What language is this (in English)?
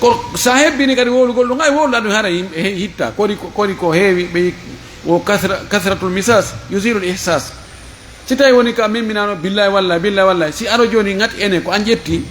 Fula